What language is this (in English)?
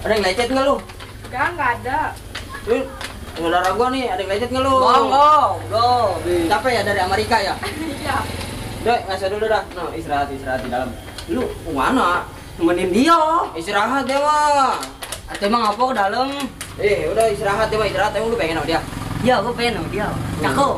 Betawi